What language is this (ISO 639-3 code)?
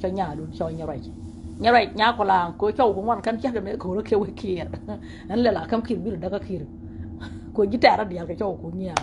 nus